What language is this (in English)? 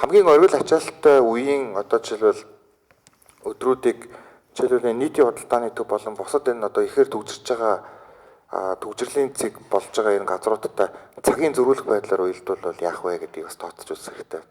Mongolian